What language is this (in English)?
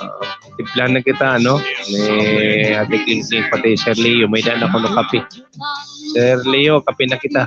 Waray